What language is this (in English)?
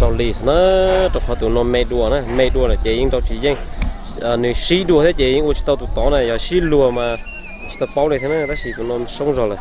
Hmong